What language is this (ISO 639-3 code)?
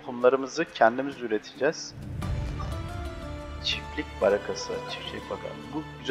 tur